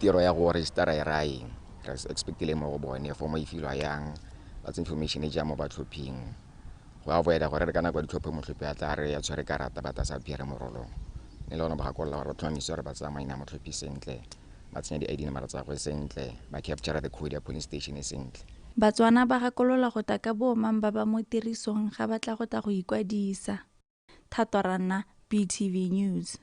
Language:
Tswana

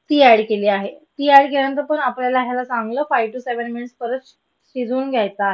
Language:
Marathi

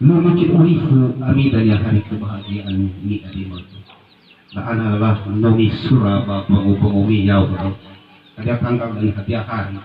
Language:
Nias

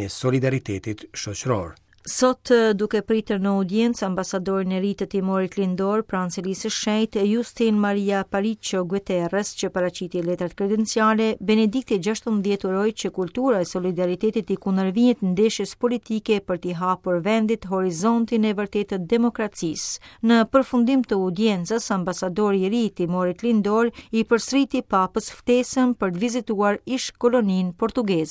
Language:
Albanian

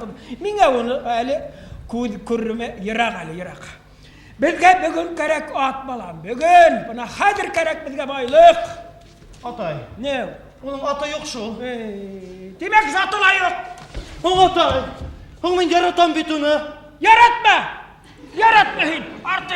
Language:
Bashkir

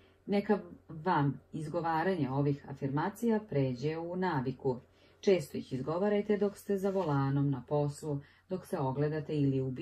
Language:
Serbian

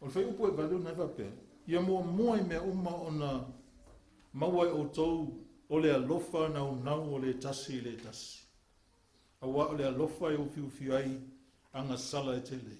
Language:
Samoan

